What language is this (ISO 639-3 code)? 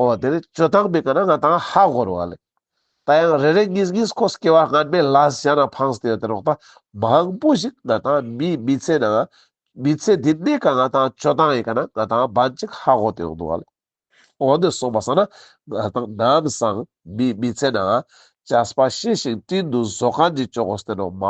lbj